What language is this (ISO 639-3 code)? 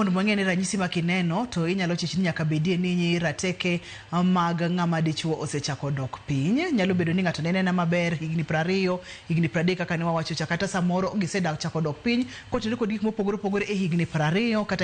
luo